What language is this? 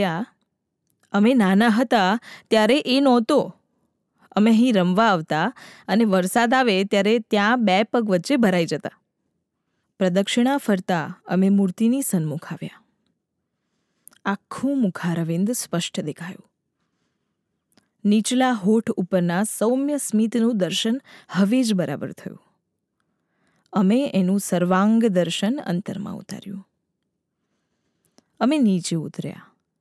Gujarati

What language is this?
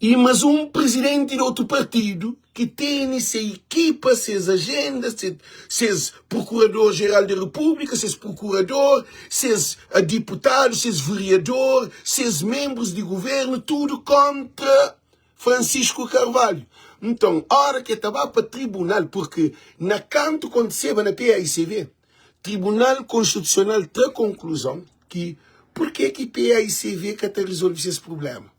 Kabuverdianu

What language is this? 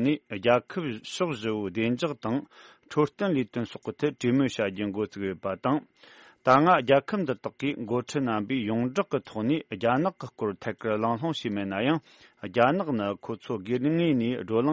Tibetan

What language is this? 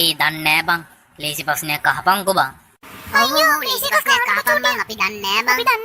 Sinhala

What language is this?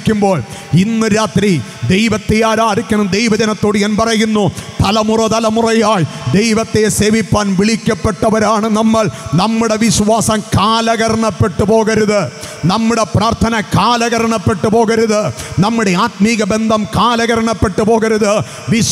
Malayalam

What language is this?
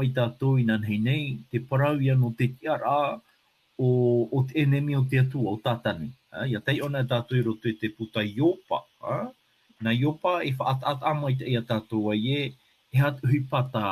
Tahitian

